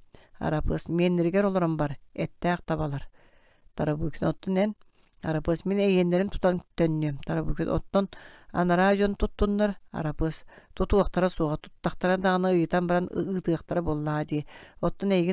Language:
Yakut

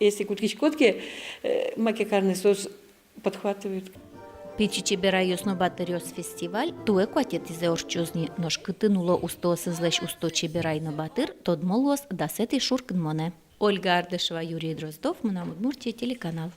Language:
Udmurt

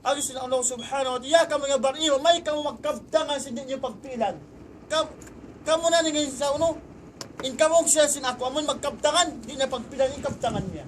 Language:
Tausug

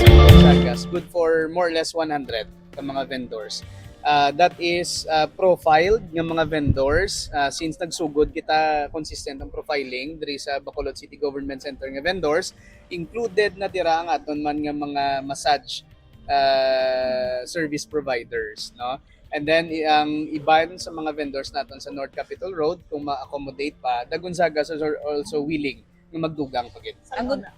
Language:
Hiligaynon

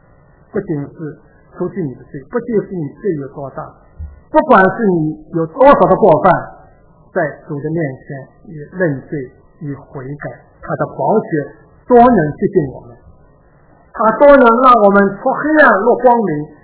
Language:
Chinese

